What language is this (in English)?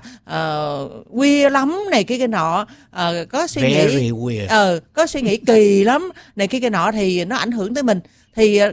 Vietnamese